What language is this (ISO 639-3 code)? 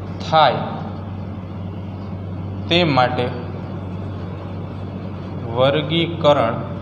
guj